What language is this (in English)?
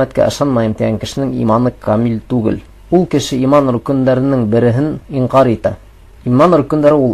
Bashkir